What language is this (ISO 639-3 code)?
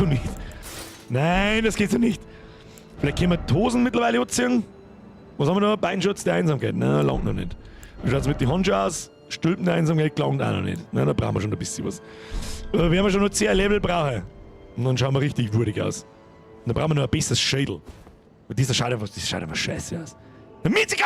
bar